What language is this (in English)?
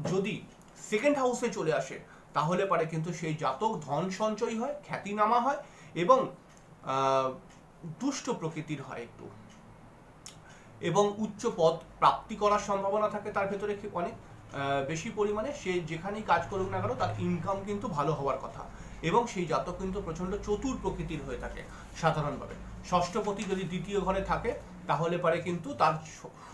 Bangla